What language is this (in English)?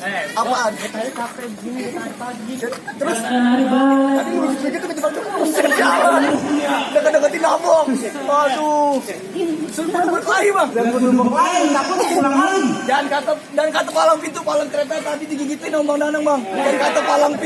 Betawi